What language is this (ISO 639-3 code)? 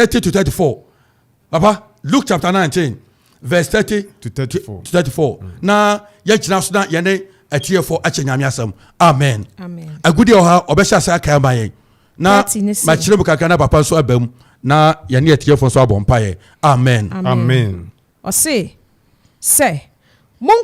aka